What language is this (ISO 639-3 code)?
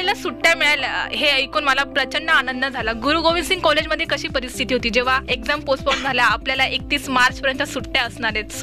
mar